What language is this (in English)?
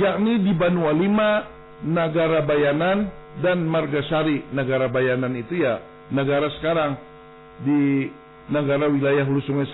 Banjar